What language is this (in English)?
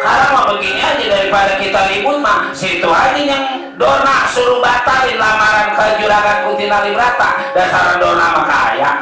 Betawi